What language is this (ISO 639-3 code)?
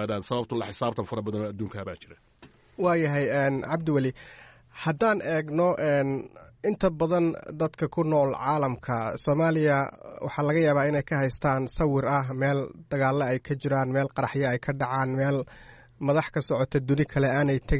som